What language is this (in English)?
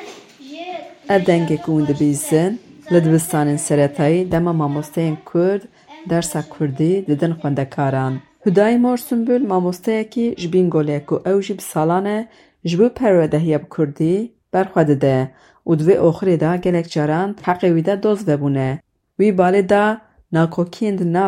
Kurdish